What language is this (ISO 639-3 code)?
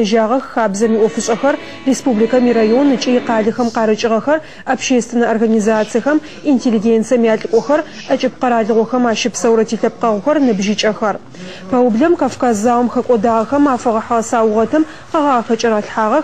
ady